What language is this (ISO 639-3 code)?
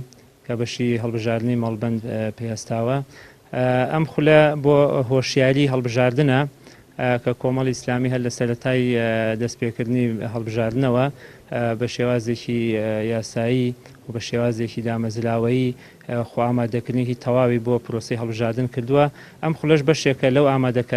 ckb